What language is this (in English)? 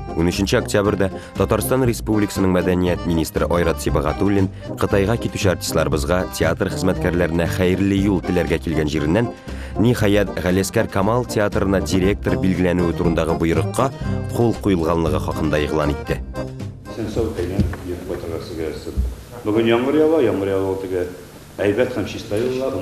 Tatar